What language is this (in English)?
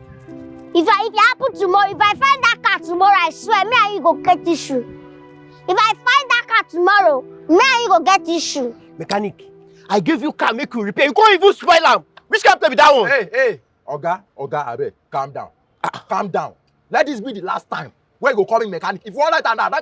Nigerian Pidgin